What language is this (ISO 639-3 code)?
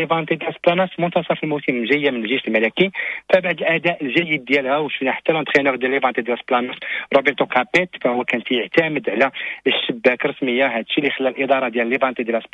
ary